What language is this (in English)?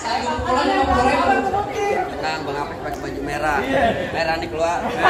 Betawi